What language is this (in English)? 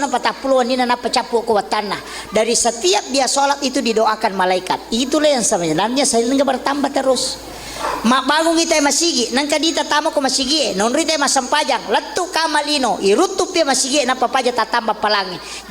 Buginese